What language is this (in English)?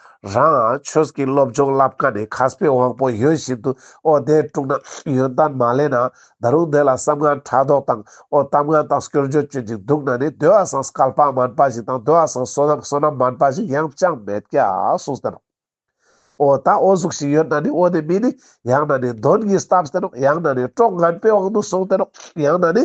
Ladakhi